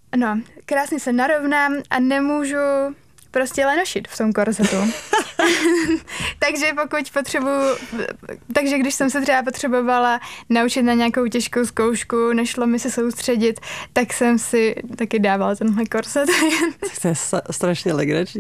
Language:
Czech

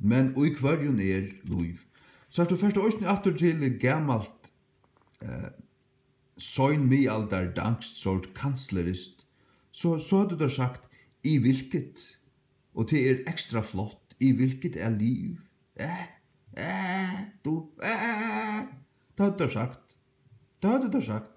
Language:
Faroese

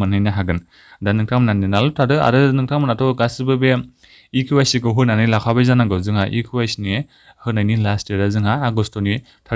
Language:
Bodo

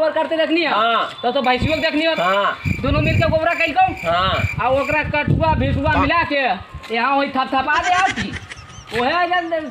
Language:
Magahi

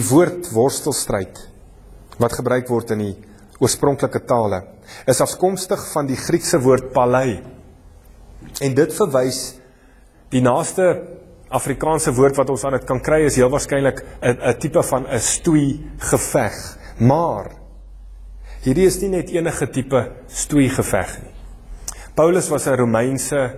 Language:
Afrikaans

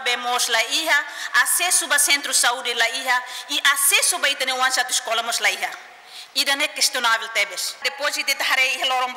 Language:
Tetum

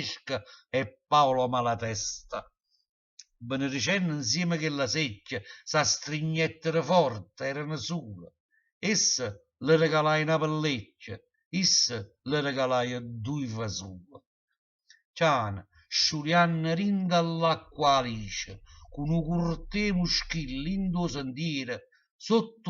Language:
Neapolitan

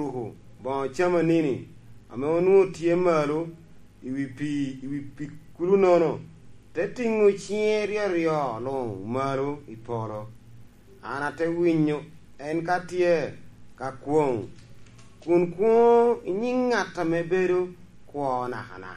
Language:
Lango (Uganda)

